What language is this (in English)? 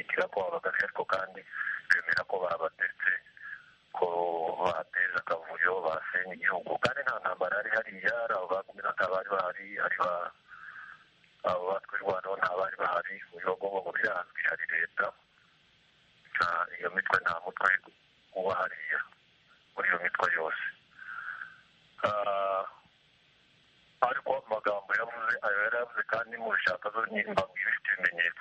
Kinyarwanda